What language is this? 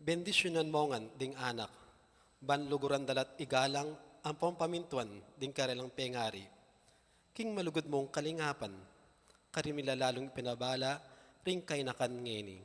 Pampanga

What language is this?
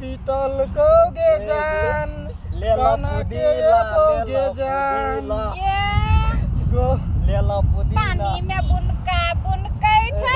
Maithili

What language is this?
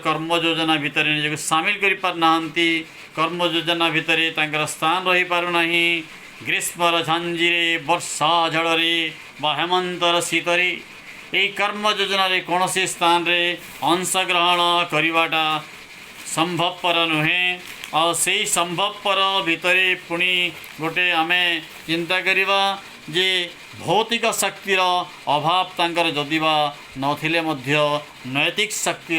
Odia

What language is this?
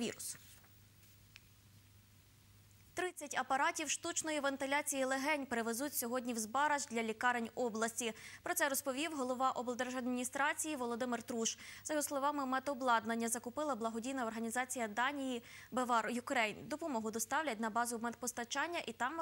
Ukrainian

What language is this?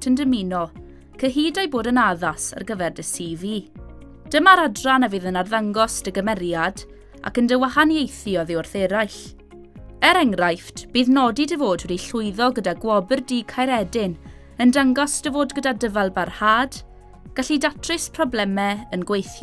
Welsh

